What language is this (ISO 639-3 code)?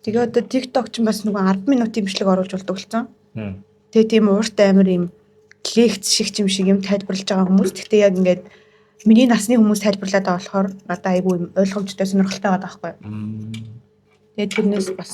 mon